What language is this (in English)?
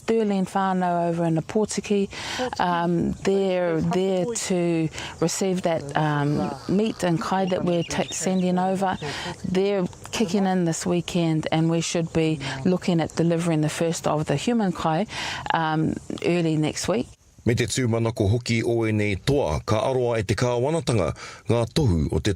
Māori